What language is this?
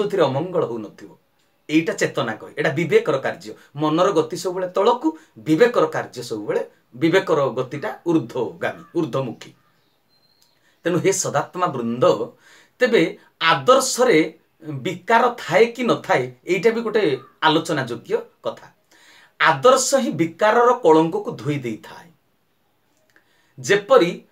Odia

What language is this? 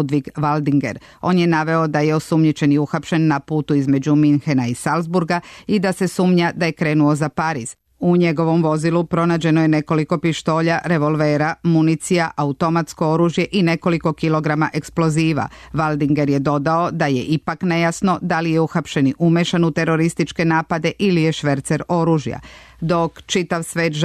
Serbian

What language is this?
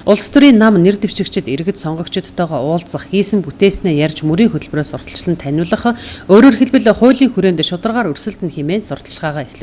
Mongolian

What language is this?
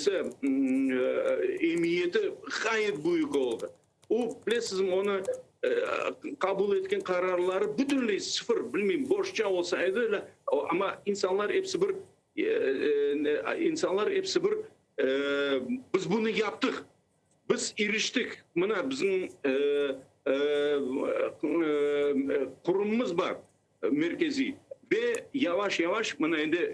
Crimean Tatar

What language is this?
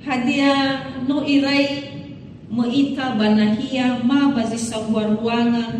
Nias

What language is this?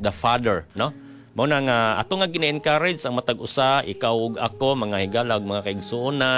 Cebuano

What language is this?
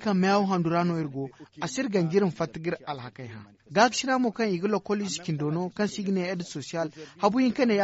Zarma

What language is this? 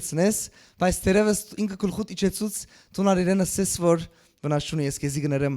Western Armenian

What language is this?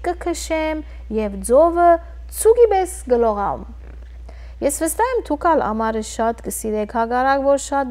Western Armenian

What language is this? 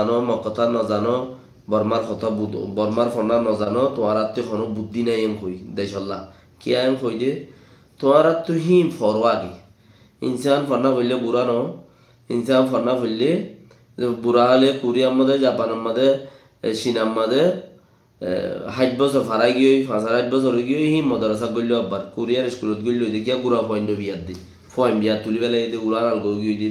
Rohingya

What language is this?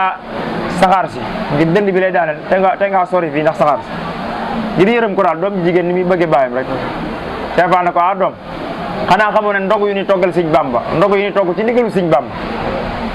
Wolof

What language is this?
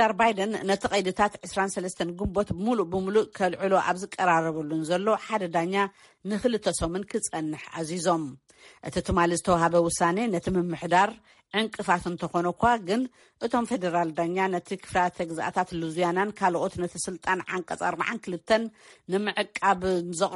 Tigrinya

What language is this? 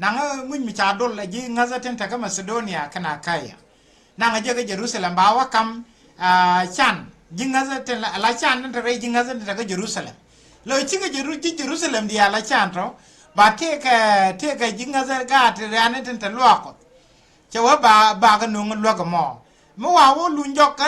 Nuer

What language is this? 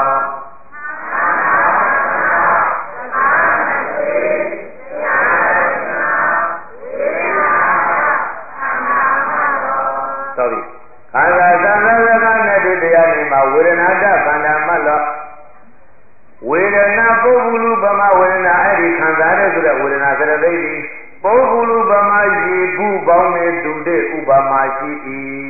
Burmese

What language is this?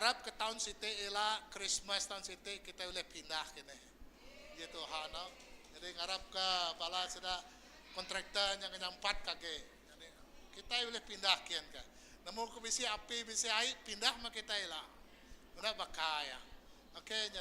Iban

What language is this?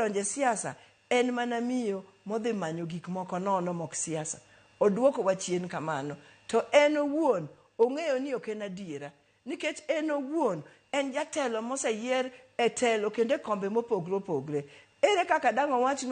Luo (Kenya and Tanzania)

